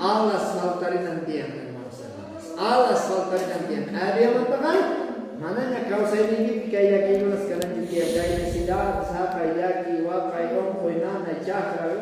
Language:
South Bolivian Quechua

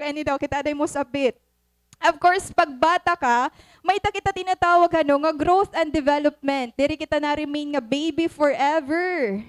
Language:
Waray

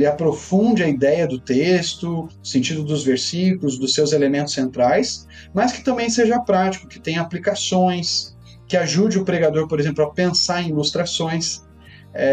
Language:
Portuguese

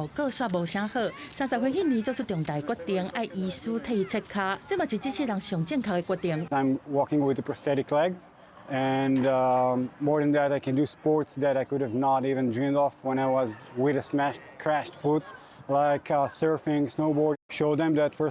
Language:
Min Nan Chinese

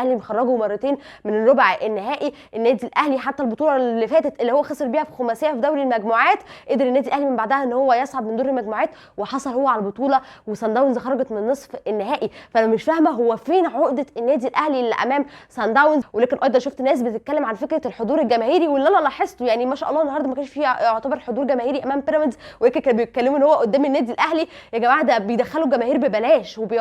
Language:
Egyptian Arabic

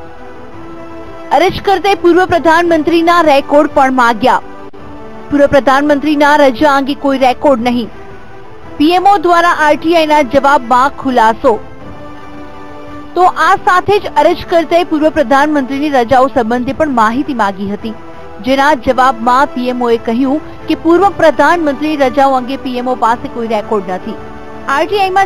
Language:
Gujarati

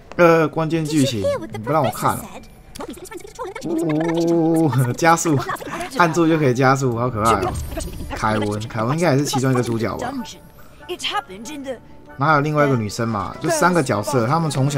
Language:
Chinese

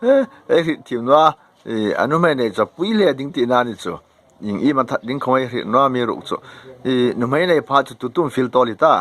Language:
Hmar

